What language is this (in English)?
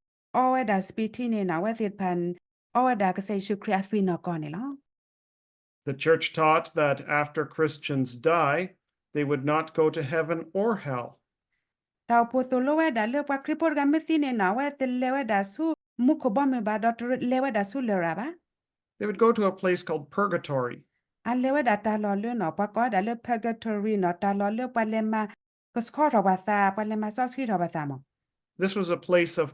S'gaw Karen